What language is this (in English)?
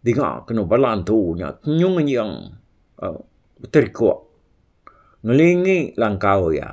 Iban